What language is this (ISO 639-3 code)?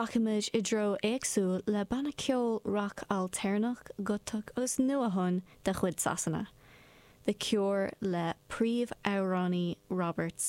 gle